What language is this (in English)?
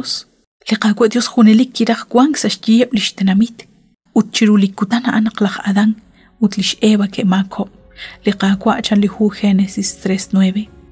Kekchí